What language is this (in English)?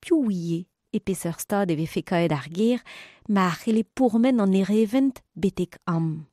Breton